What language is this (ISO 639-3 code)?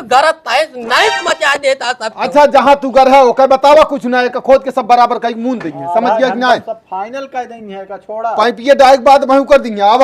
awa